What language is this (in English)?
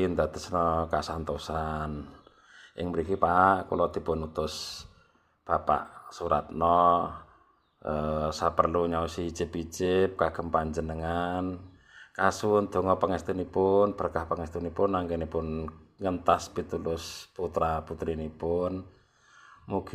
Javanese